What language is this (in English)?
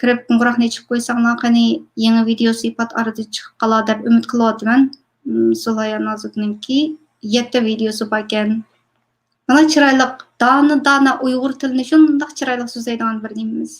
Uyghur